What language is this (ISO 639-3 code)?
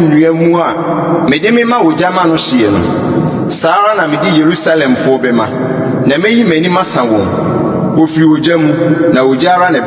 aka